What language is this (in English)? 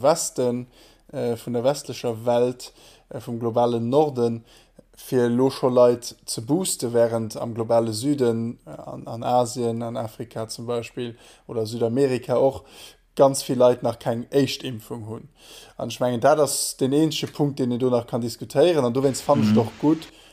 Luxembourgish